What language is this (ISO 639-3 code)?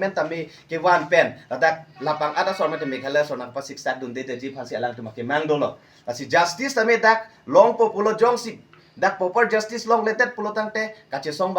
mjw